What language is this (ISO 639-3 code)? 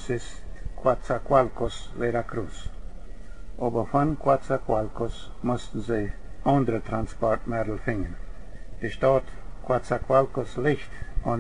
pdt